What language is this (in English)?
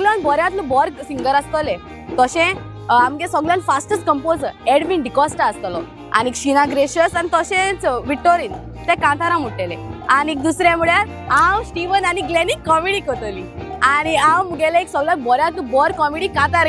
Konkani